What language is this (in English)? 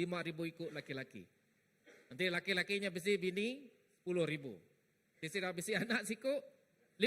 Iban